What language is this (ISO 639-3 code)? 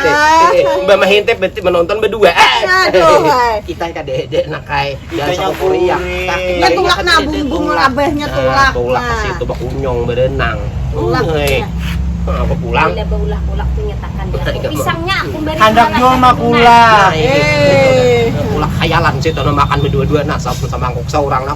bjn